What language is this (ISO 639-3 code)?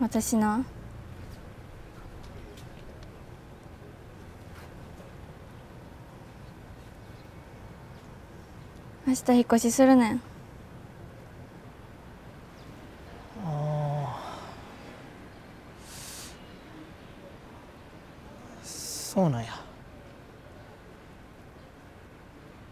jpn